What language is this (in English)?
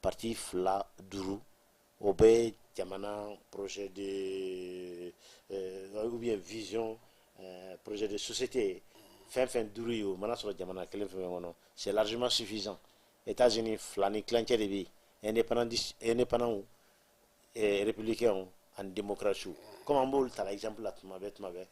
Bambara